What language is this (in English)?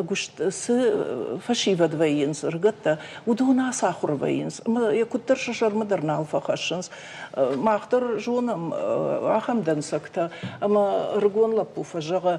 Ossetic